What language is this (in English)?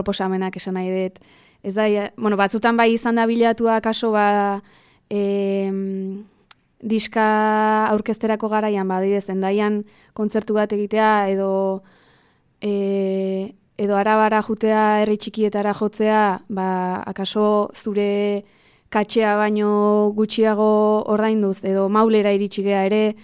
Basque